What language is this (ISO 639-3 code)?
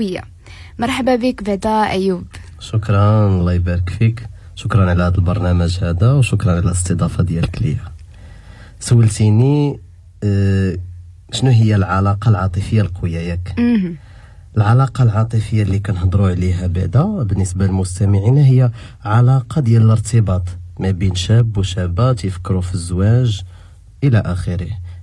ary